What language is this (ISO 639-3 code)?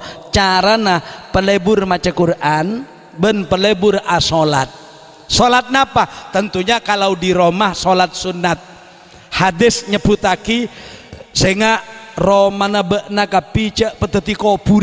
mad